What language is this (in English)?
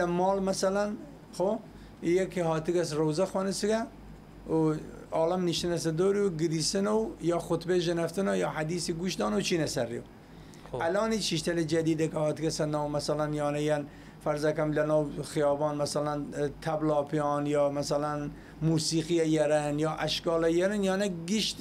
Southern Kurdish